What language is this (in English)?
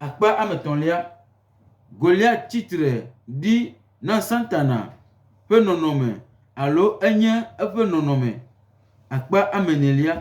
Gen